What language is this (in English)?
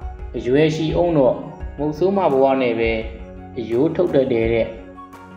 Burmese